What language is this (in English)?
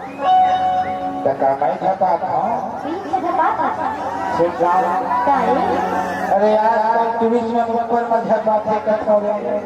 Chhattisgarhi